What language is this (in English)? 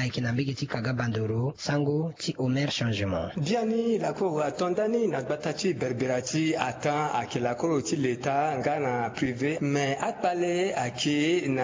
Sango